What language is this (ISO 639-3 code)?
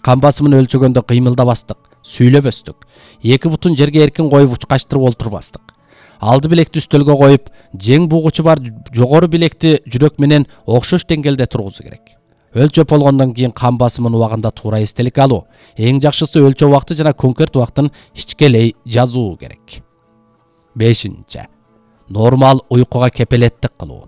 kir